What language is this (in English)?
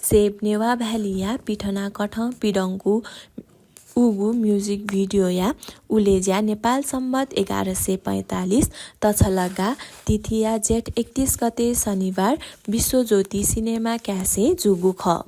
Newari